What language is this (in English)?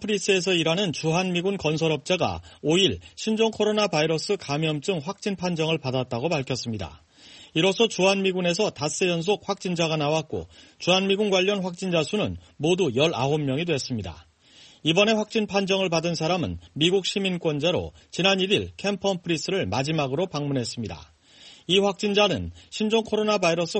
Korean